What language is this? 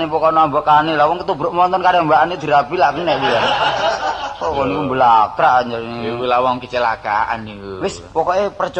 Javanese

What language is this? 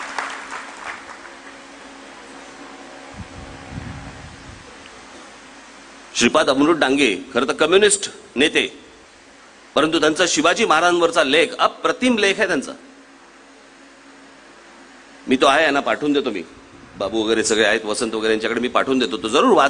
Marathi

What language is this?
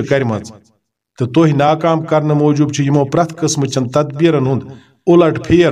Kashmiri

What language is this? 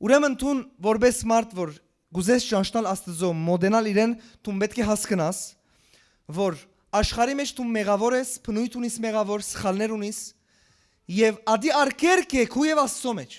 Western Armenian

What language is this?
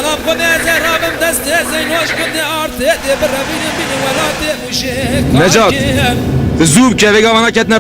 Kurdish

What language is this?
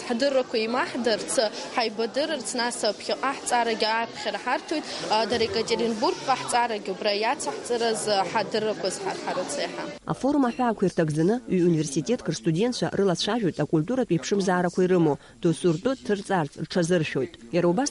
Abkhazian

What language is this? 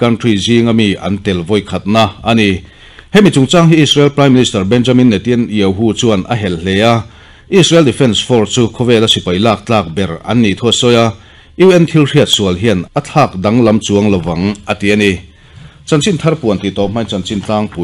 Mizo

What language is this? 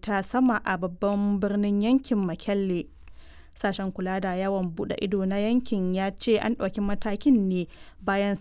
Hausa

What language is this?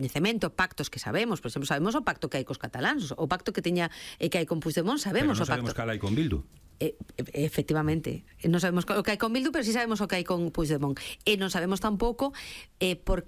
Galician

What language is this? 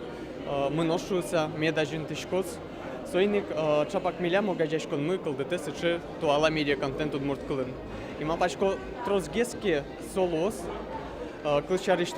Udmurt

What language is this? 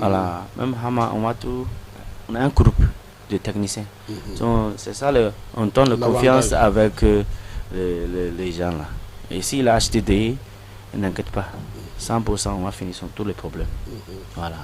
Bambara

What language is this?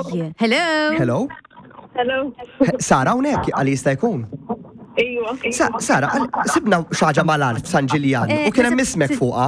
Maltese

